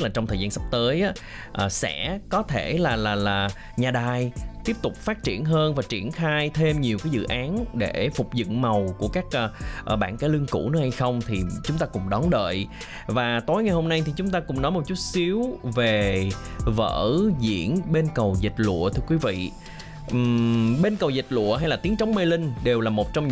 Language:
Vietnamese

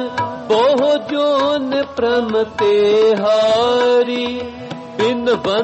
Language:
Punjabi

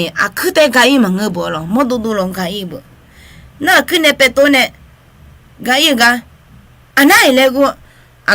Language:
Akha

